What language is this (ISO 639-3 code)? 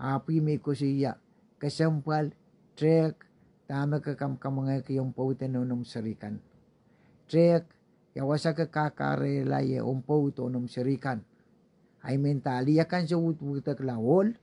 pon